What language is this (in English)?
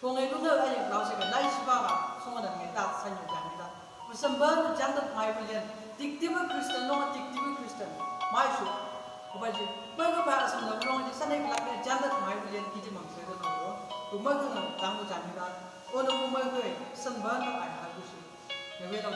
Chang Naga